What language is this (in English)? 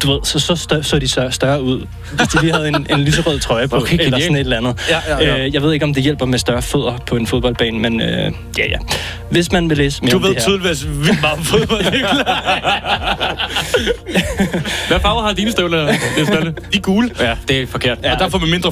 Danish